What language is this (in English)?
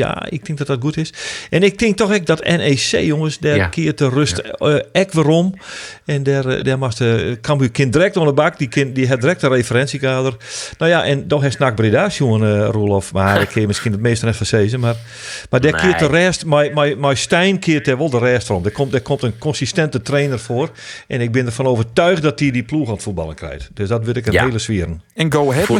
Western Frisian